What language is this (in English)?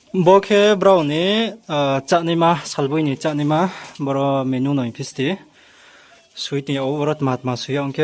Riang (India)